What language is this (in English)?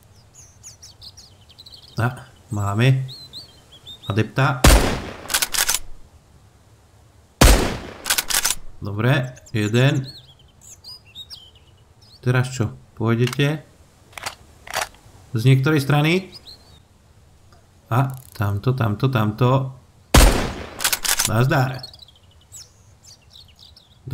Slovak